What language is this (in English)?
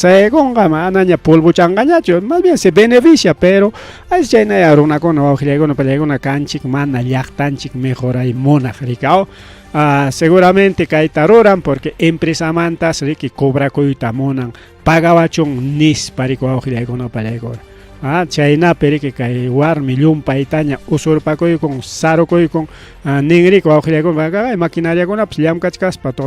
Ayacucho Quechua